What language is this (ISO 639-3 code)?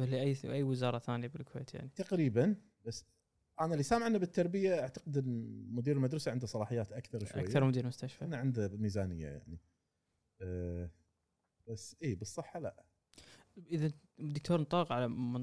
afb